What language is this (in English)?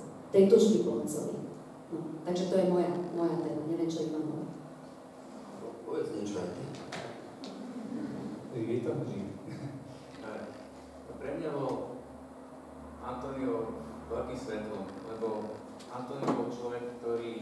Slovak